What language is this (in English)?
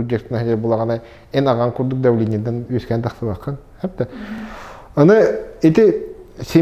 Yakut